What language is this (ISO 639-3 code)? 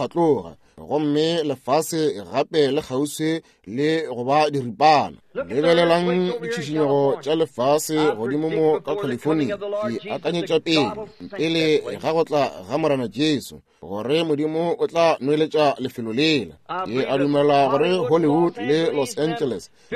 nso